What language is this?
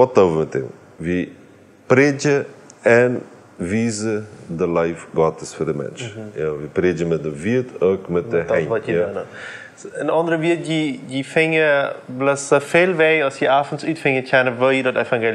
Plautdietsch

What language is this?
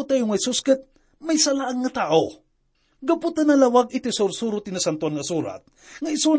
Iloko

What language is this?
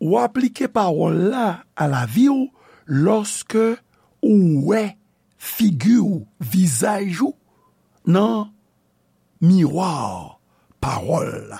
Haitian Creole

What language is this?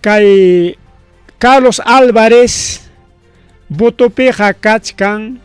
Ayacucho Quechua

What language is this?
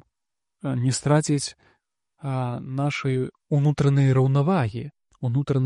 Belarusian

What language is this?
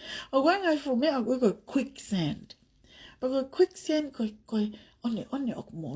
Tongan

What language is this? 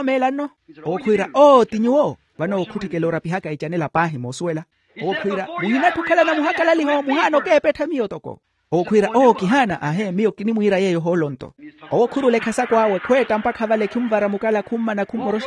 Makhuwa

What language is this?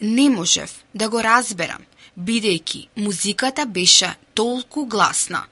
Macedonian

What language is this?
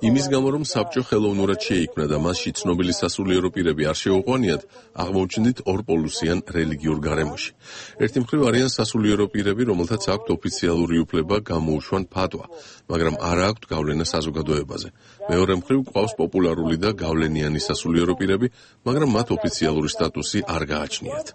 Georgian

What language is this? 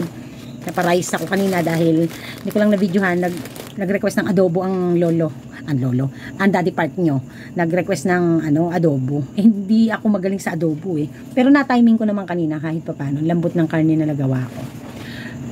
Filipino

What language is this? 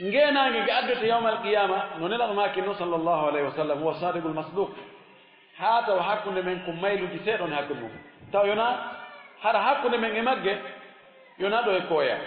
Fula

